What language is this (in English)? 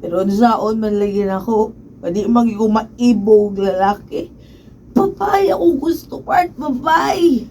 Cebuano